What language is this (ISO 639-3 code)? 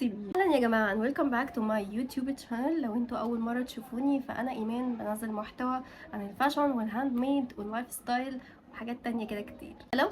arz